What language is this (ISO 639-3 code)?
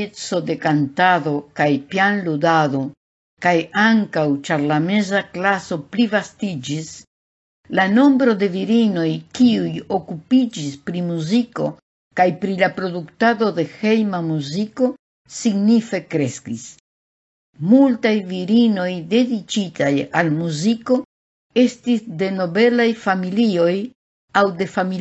epo